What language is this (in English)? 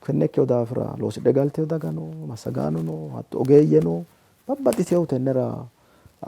Sidamo